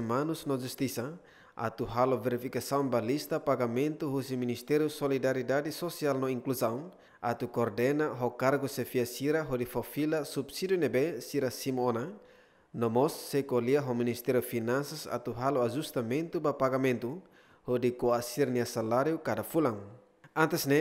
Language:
Tetum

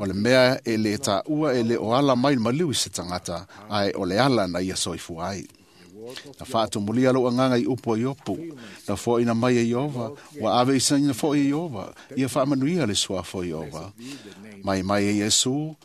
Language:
Samoan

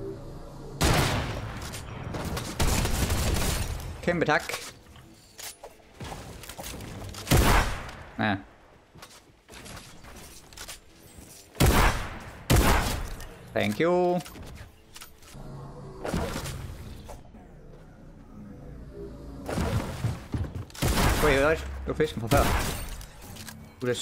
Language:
Danish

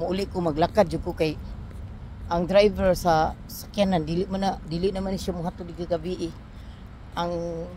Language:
Cebuano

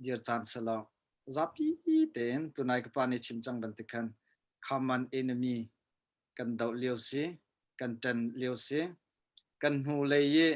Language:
Hakha Chin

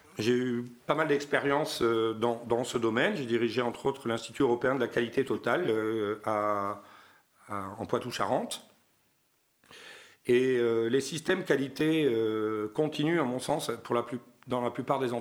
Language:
French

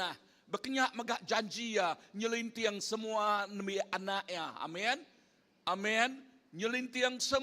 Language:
Iban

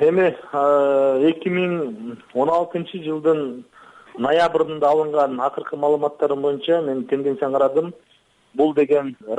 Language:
Kyrgyz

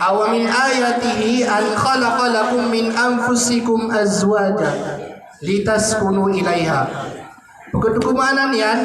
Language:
Maranao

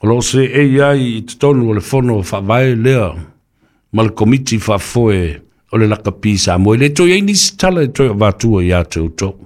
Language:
Samoan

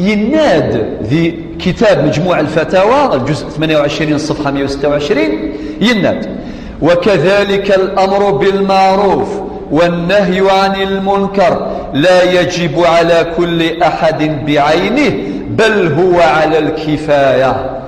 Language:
Kabyle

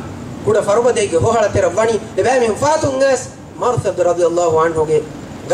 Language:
Divehi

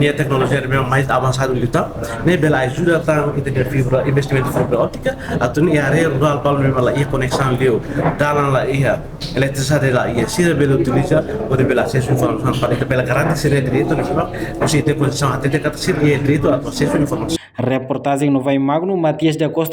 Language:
Tetum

